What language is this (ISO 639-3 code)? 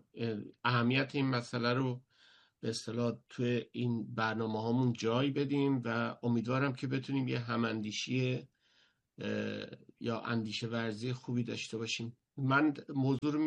fas